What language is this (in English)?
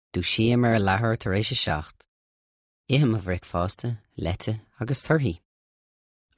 Irish